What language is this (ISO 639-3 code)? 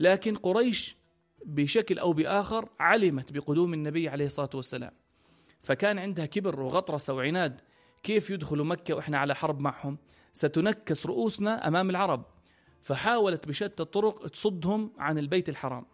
apc